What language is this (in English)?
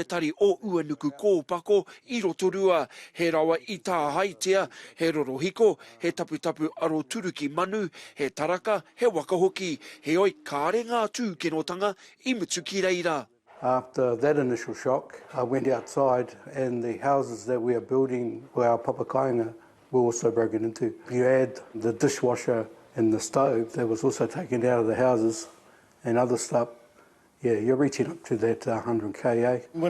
Māori